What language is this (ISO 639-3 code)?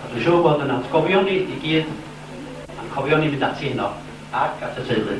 cym